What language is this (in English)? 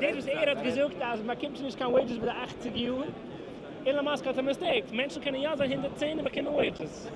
Yiddish